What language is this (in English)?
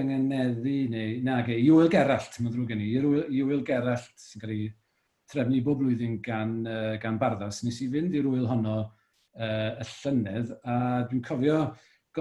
Welsh